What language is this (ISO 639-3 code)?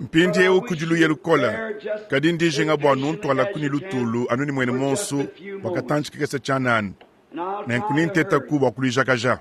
lua